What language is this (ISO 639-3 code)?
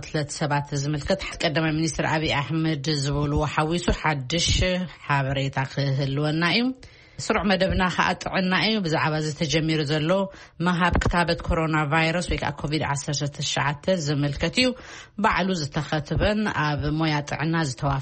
tir